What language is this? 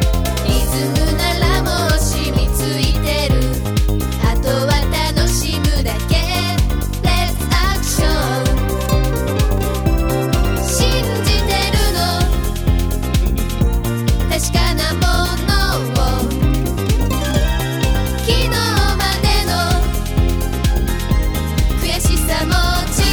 Japanese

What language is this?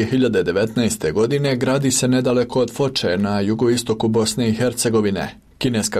Bosnian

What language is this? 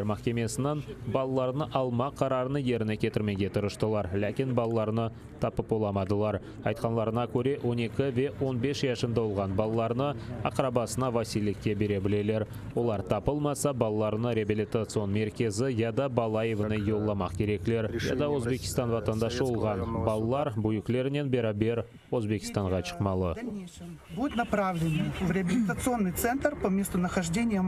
Crimean Tatar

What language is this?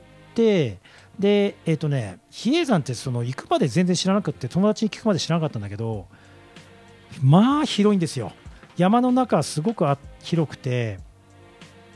Japanese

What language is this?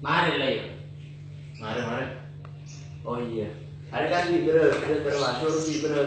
Madurese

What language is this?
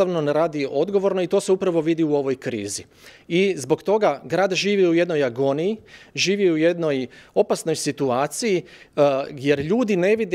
Croatian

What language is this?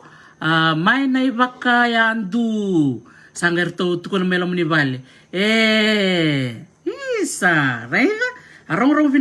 Fijian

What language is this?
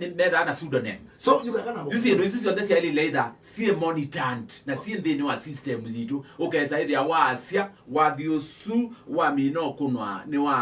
Kamba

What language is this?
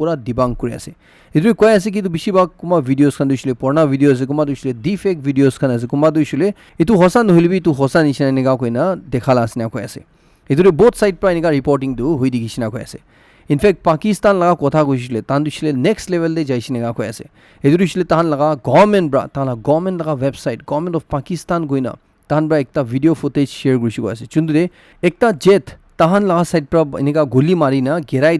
Naga Pidgin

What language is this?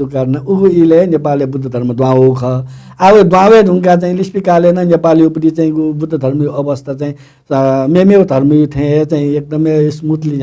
Newari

